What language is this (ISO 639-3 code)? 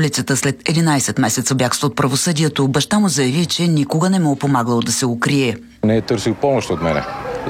bul